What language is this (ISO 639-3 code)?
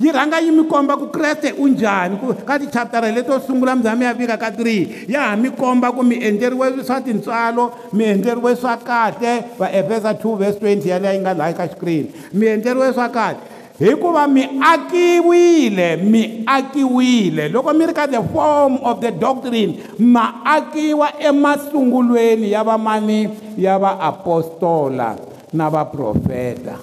tso